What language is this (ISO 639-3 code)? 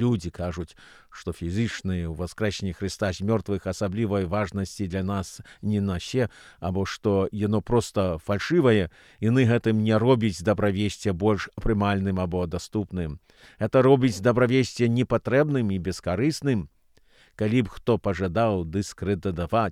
bel